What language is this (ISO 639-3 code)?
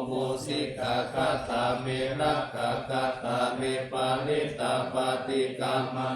pli